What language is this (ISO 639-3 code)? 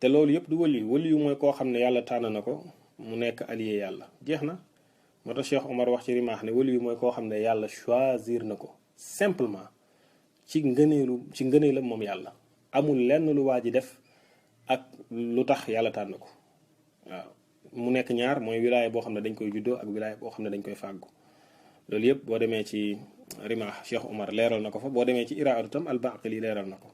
wol